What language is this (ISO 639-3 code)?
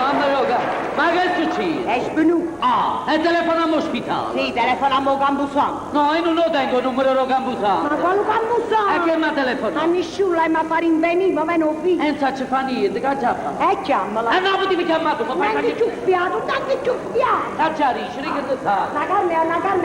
nap